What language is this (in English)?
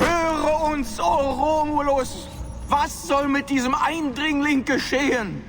Bavarian